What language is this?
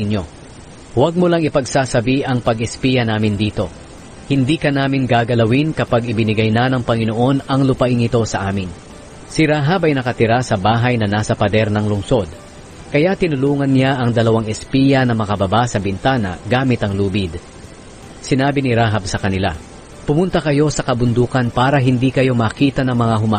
Filipino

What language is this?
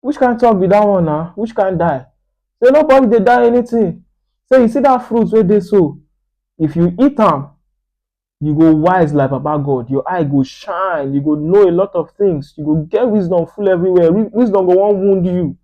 Nigerian Pidgin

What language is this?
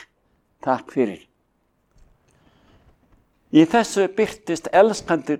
Icelandic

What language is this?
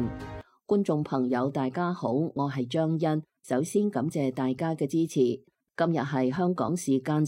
Cantonese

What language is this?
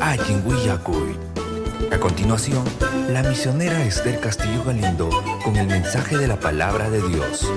Ayacucho Quechua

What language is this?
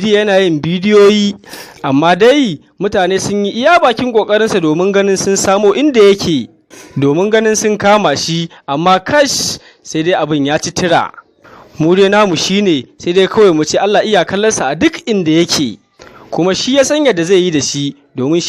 Hausa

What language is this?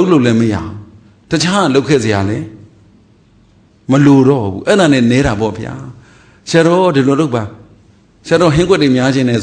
Burmese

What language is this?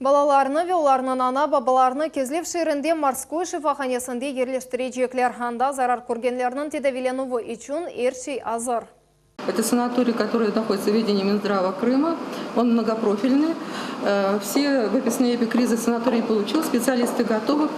Crimean Tatar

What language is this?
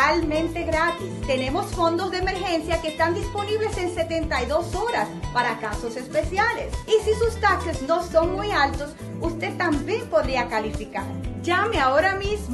Spanish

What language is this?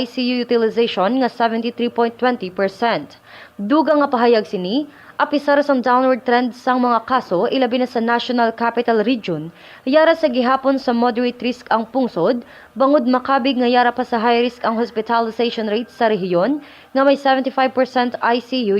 Hiligaynon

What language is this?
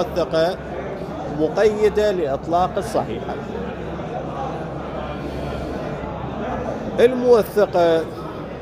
Arabic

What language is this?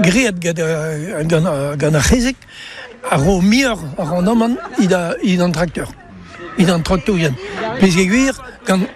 Breton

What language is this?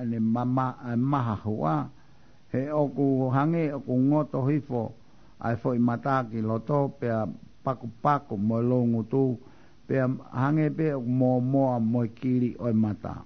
Tongan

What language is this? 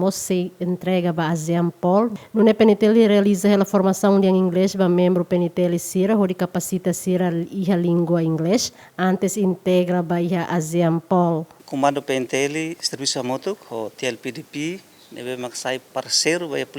Tetum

